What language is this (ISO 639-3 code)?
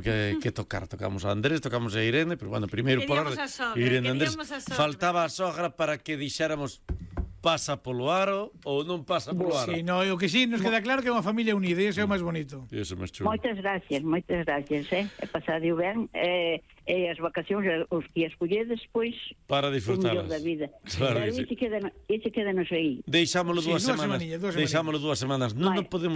glg